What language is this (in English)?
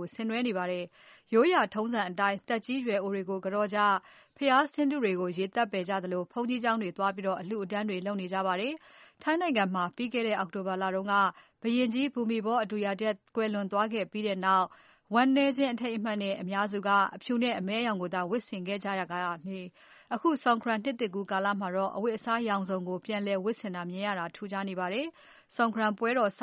Burmese